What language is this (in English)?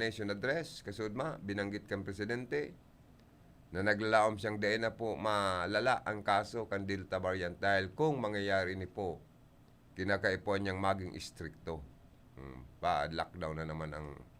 Bikol